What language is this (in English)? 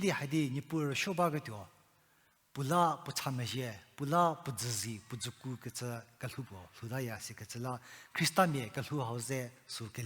Angami Naga